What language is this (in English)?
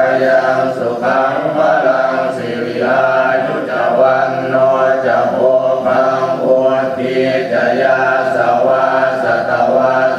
Pali